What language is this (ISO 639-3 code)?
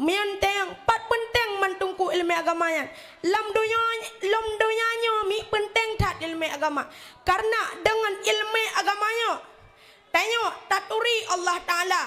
ace